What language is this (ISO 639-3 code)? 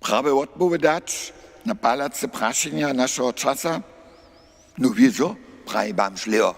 hsb